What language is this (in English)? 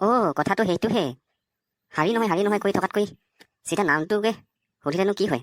Assamese